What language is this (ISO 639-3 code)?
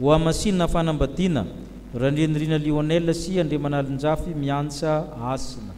mlg